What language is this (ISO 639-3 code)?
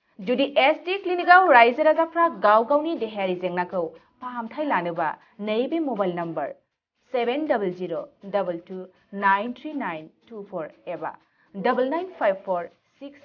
brx